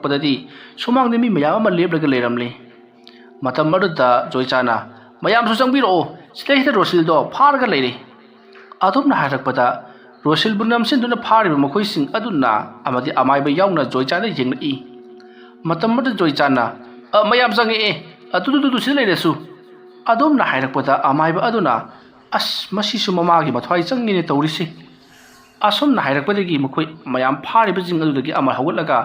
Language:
Manipuri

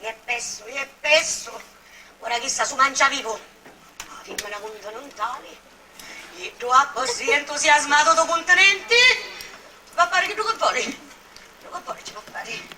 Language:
Sicilian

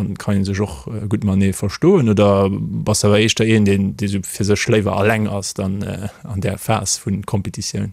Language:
Luxembourgish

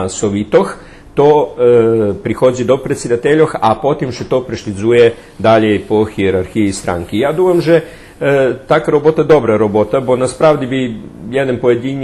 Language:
Rusyn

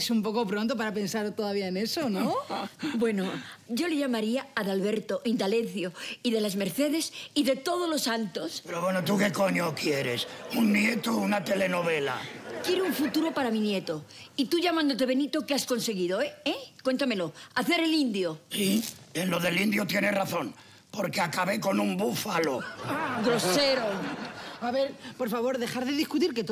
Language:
Spanish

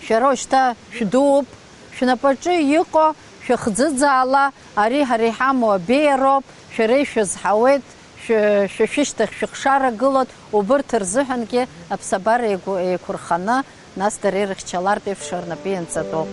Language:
Abkhazian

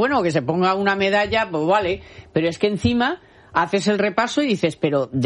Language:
Spanish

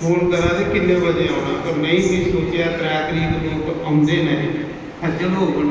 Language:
Dogri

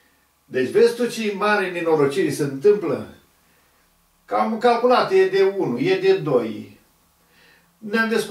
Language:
Romanian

